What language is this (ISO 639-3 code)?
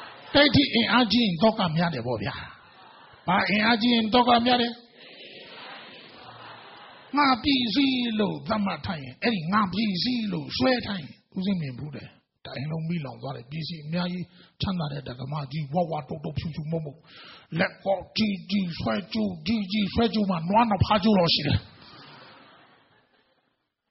mya